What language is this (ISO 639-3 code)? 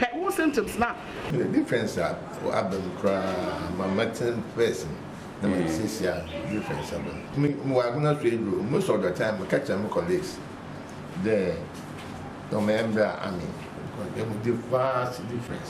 aka